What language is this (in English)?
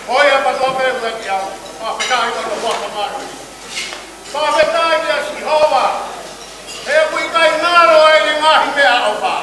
Tongan